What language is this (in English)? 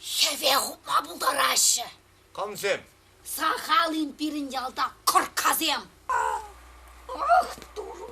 Chuvash